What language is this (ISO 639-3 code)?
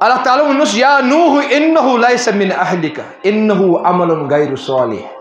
kas